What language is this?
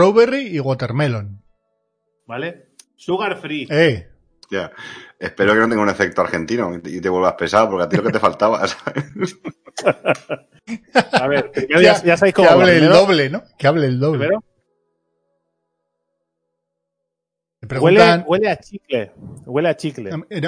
Spanish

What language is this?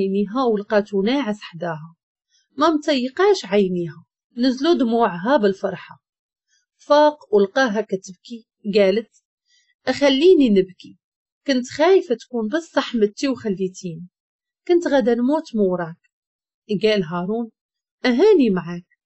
Moroccan Arabic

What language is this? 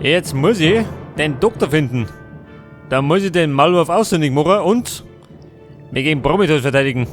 Bavarian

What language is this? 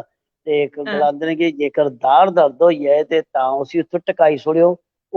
Dogri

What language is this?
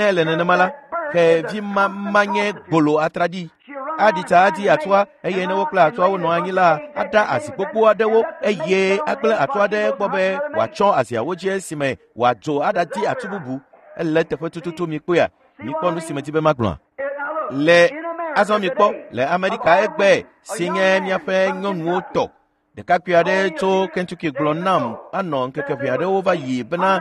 Ewe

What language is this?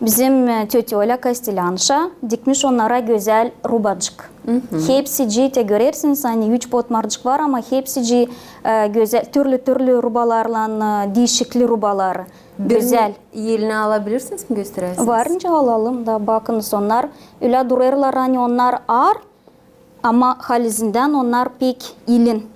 Gagauz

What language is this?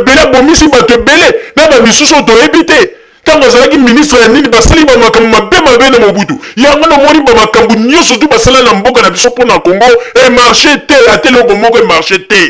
Lingala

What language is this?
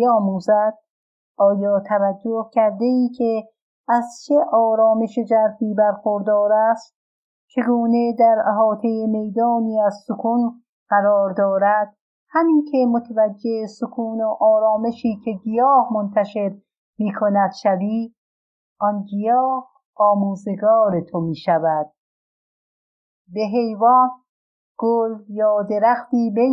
Persian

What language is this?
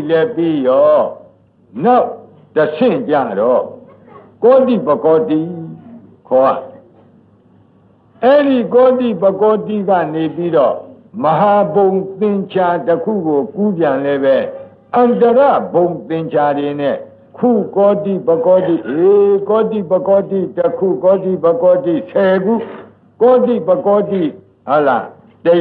Burmese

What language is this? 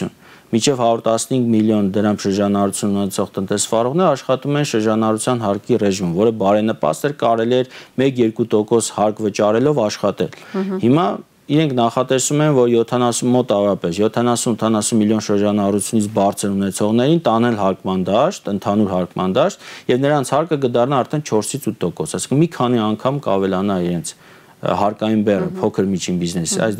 Armenian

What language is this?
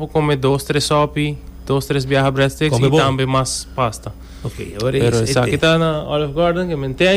Papiamento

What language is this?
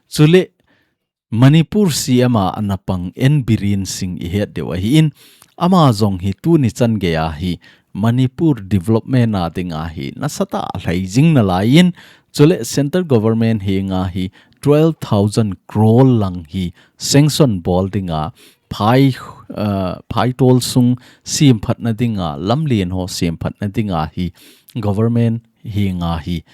Thado Chin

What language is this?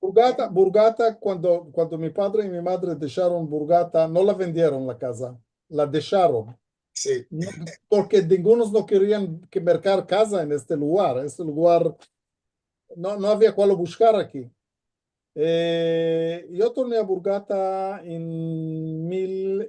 Ladino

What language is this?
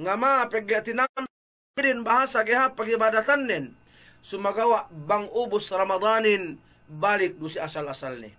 Yakan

